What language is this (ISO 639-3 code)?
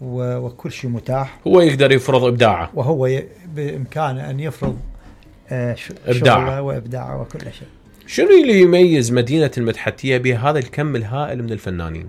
acm